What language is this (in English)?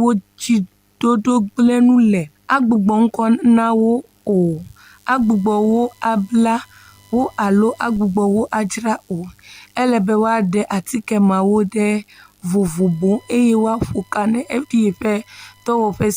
Ewe